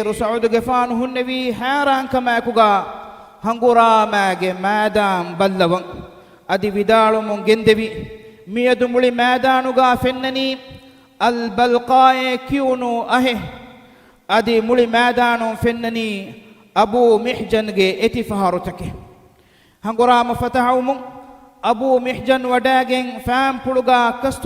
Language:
Divehi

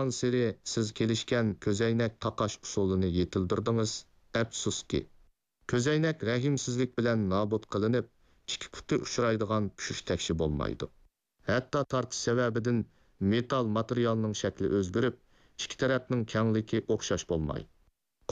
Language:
Uyghur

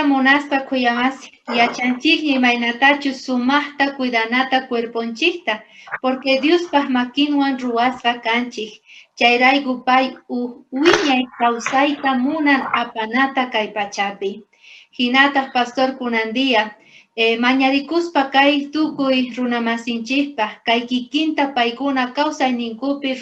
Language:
South Bolivian Quechua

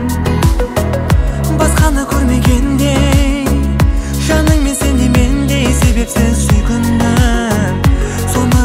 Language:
Kazakh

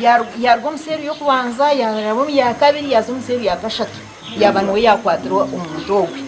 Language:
Nyankole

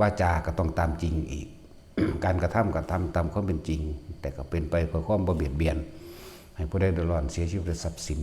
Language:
Northeastern Thai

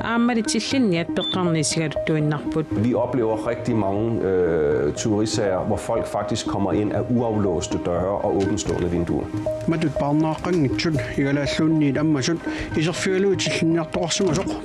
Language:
Kalaallisut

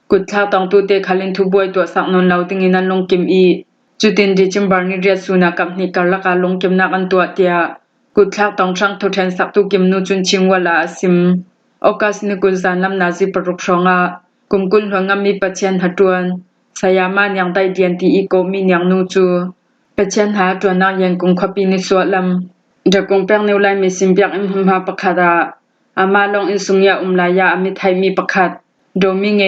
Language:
Hakha Chin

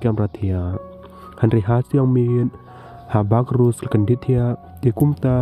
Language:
Khasi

